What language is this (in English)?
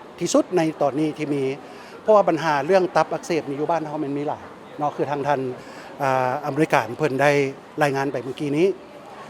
Lao